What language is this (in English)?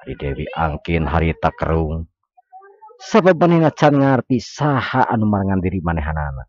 Sundanese